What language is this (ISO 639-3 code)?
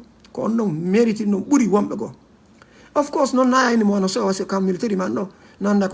ful